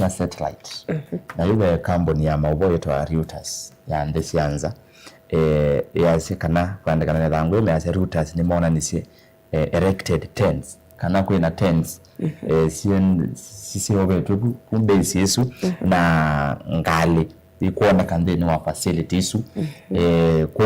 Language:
Kamba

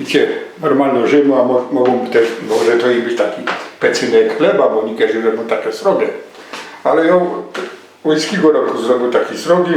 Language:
Silesian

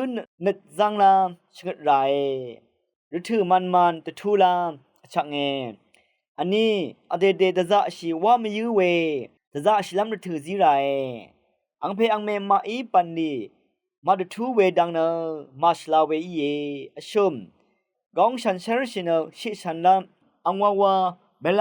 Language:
Rawang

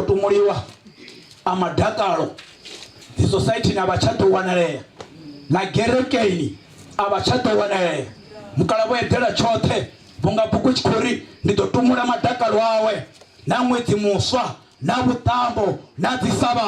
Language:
Venda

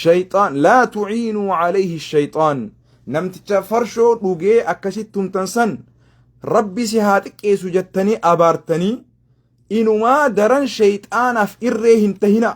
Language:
Oromo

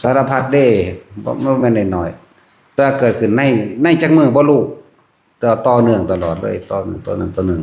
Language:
Lao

